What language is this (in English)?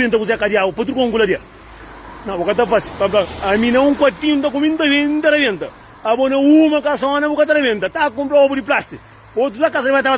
Kabuverdianu